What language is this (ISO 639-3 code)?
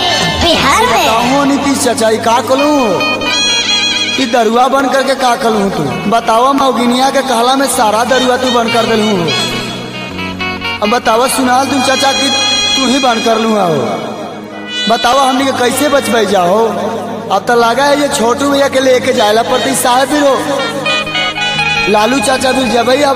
bho